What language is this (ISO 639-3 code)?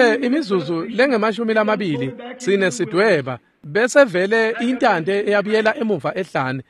ssw